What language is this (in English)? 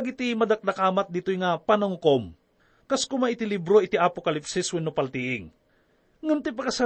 Iloko